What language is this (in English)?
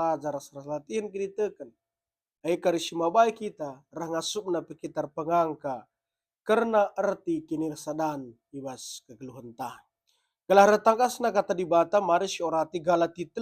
Batak Karo